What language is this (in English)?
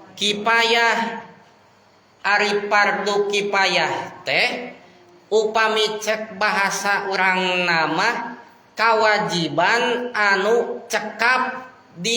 Sundanese